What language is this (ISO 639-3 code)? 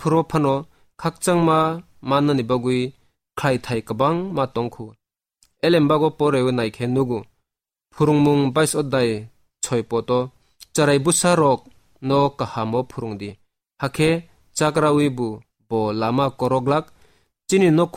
trp